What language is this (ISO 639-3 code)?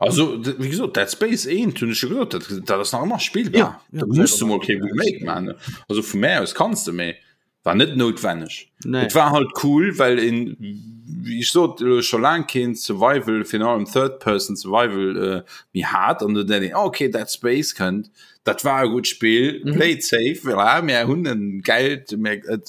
ltz